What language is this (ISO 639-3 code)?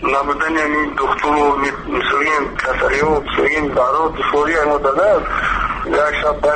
tgk